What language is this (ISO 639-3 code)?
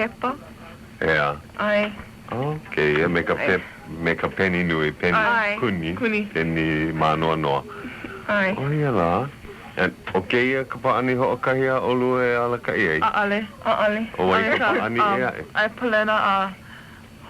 haw